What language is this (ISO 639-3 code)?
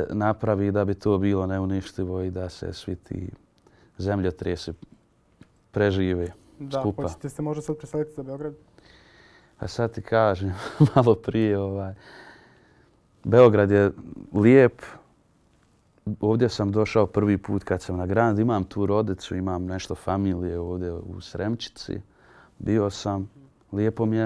bos